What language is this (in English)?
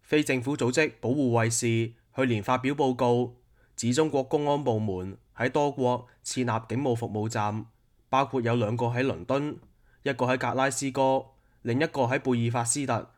Cantonese